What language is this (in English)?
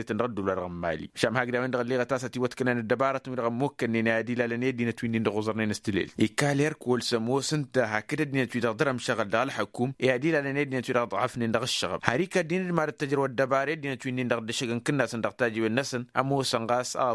Tamasheq